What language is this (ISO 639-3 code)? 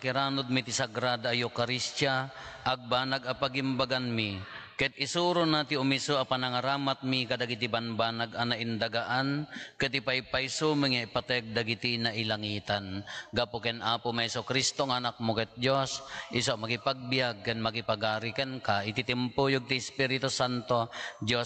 ilo